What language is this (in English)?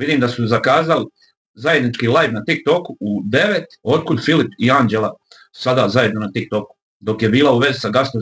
Bosnian